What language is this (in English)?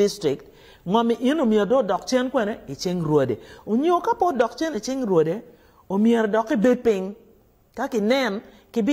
Acoli